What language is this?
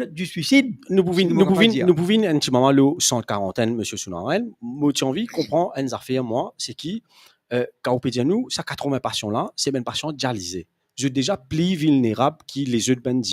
Morisyen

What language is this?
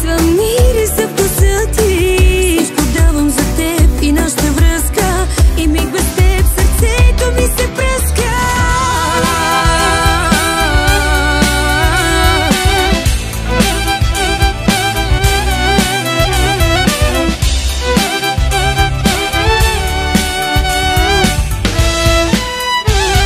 Bulgarian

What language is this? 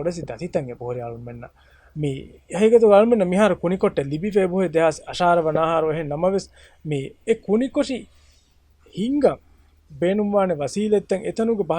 Divehi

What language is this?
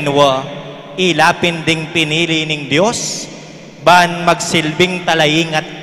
Pampanga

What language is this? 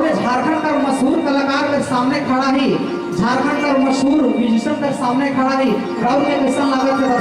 Sadri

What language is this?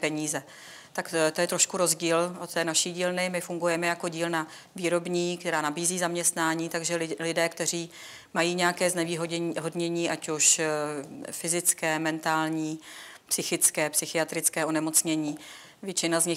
Czech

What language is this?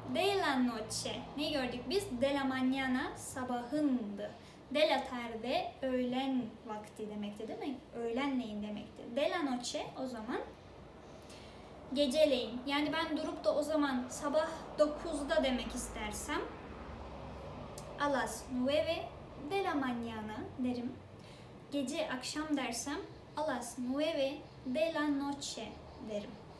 Turkish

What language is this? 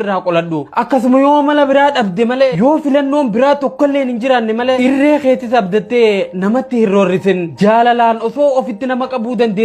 Oromo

